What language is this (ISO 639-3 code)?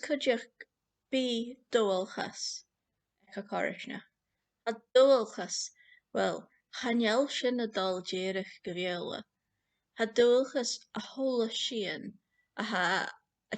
gla